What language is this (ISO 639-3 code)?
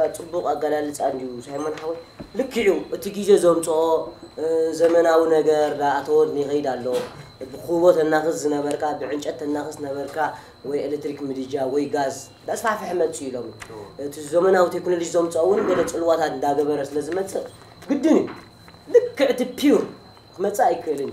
tir